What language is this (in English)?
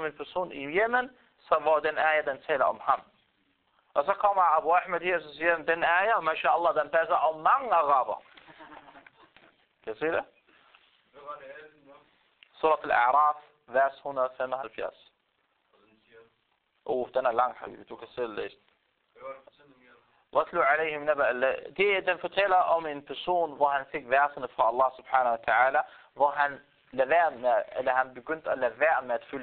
Danish